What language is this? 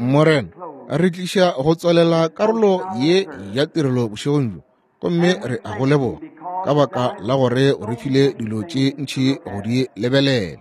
Northern Sotho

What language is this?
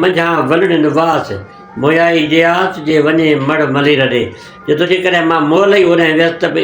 Sindhi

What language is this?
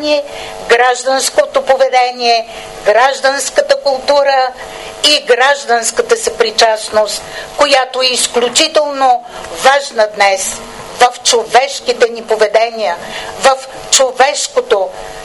Bulgarian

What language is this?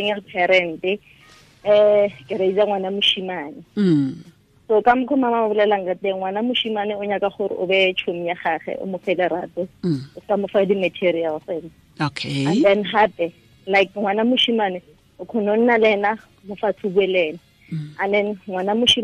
Tswana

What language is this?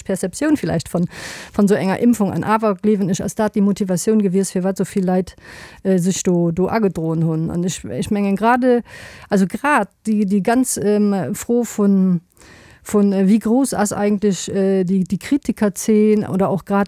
Luxembourgish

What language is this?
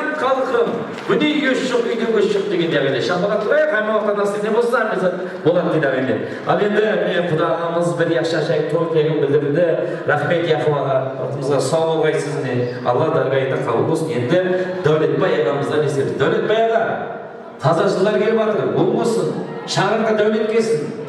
Kara-Kalpak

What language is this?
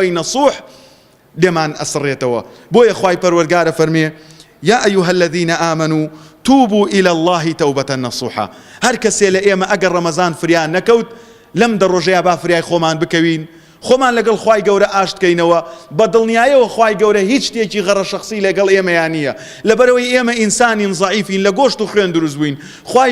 Central Kurdish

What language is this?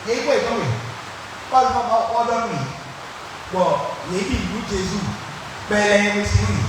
Fon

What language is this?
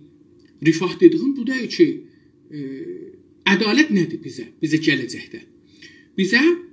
South Azerbaijani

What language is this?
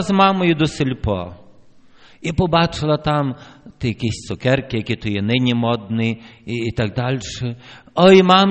Ukrainian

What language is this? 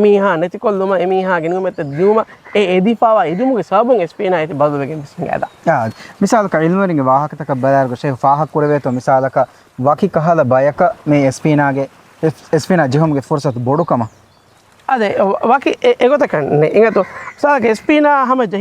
Divehi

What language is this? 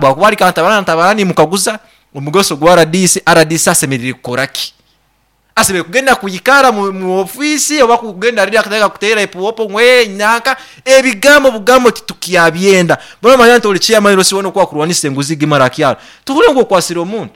Nyankole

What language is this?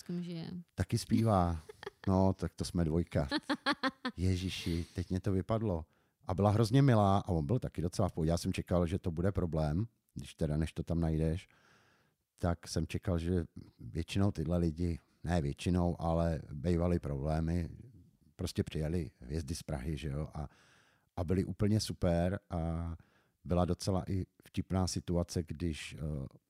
Czech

